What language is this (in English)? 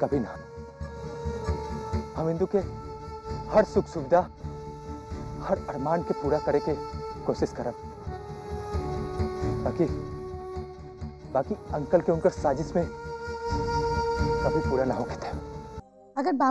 Bhojpuri